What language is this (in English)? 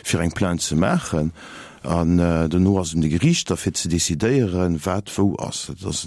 Luxembourgish